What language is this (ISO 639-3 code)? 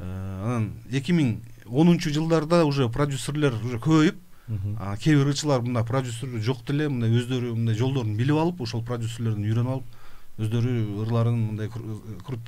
kir